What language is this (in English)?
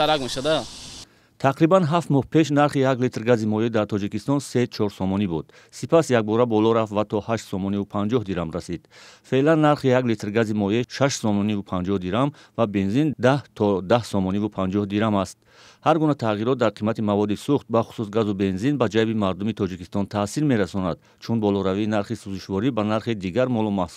Tajik